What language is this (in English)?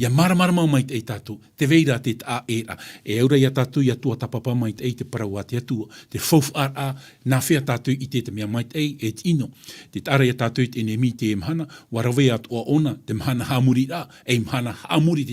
Tahitian